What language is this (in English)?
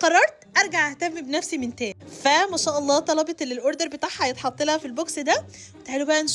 Egyptian Arabic